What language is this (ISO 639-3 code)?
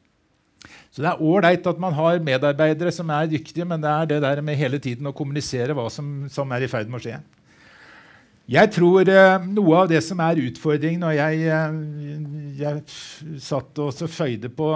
nor